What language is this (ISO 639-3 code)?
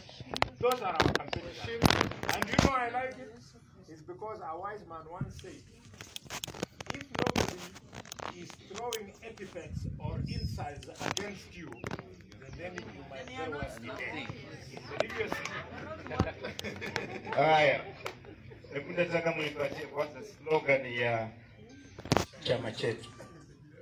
swa